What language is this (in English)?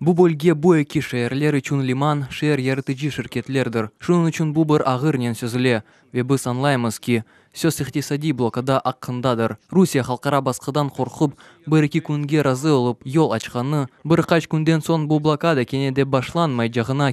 Crimean Tatar